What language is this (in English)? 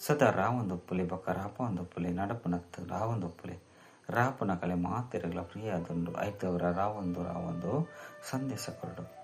Tulu